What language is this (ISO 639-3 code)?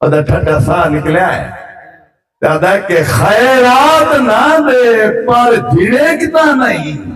skr